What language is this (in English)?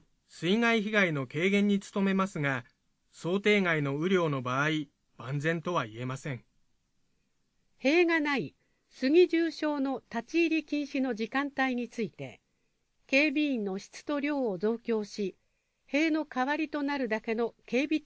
Japanese